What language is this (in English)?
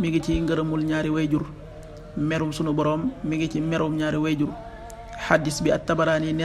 Wolof